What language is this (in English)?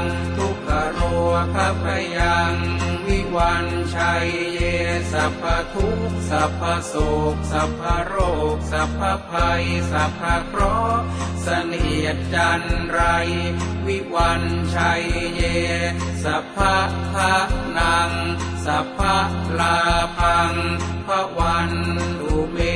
Pali